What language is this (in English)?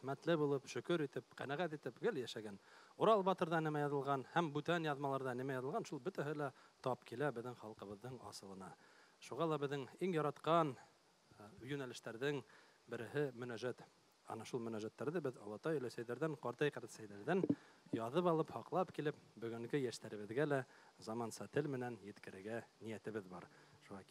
Bashkir